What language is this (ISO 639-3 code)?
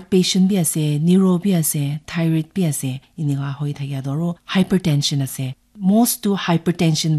nag